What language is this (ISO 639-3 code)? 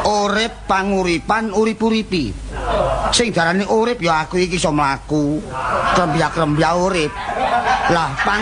jav